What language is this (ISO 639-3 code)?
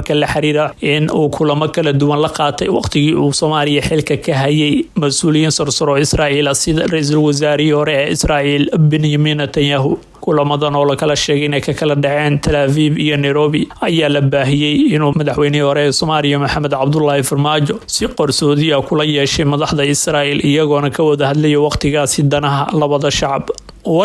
som